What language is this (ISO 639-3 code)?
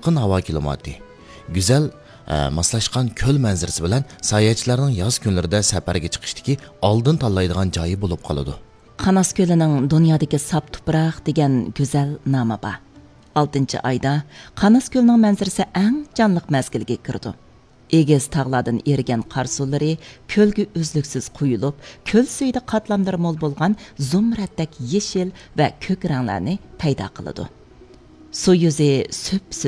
uig